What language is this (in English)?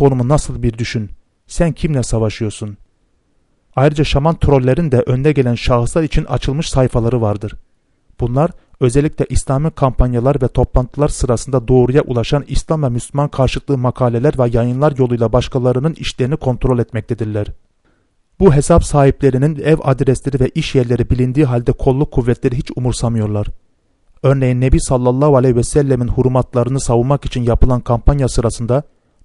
Turkish